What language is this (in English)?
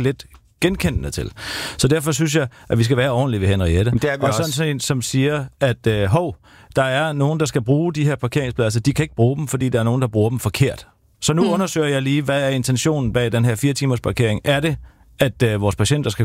Danish